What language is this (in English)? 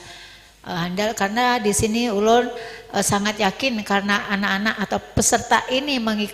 Banjar